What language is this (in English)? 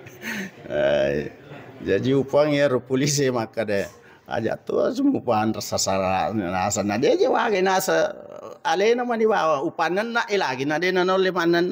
Buginese